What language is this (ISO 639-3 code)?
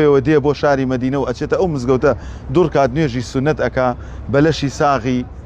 ckb